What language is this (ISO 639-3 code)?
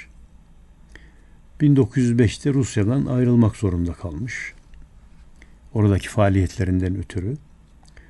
tur